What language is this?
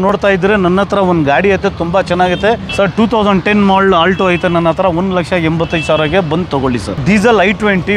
Kannada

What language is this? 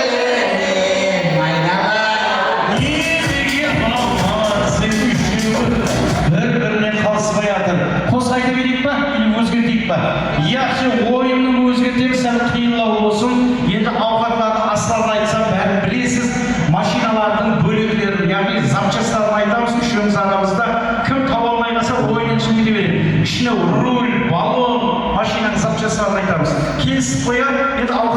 Kara-Kalpak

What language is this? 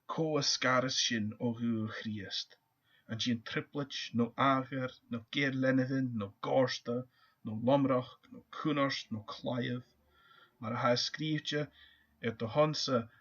Scottish Gaelic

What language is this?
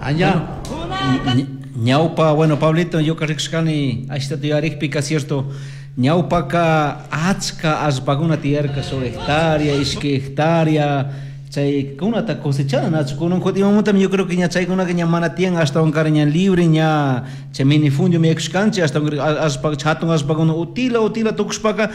Chimborazo Highland Quichua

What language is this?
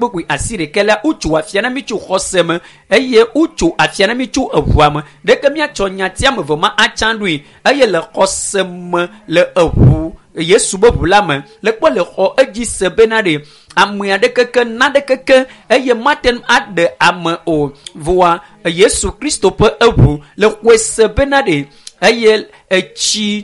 Ewe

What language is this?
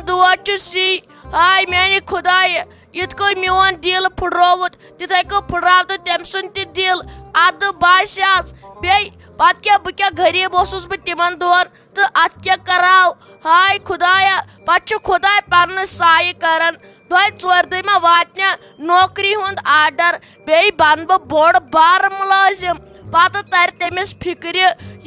Kashmiri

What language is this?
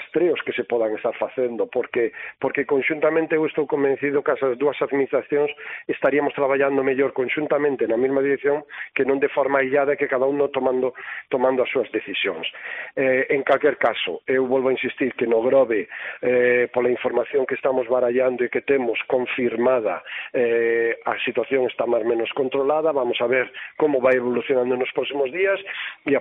Galician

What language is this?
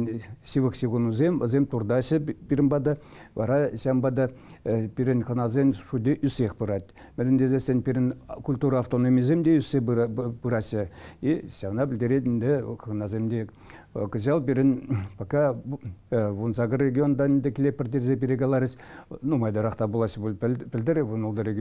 Chuvash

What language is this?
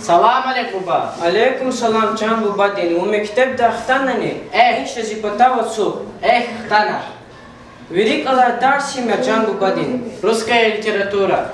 Lezghian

